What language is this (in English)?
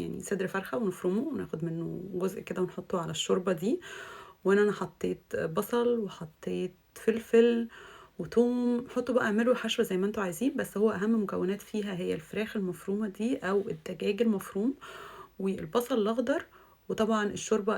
Egyptian Arabic